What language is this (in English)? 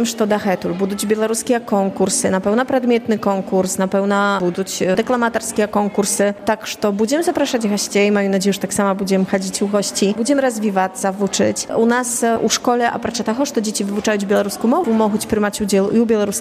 Polish